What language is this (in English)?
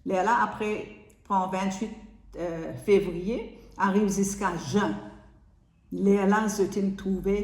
Morisyen